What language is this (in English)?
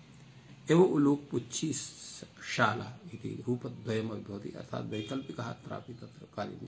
Sanskrit